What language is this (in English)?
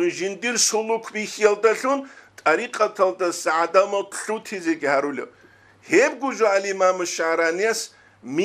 Avaric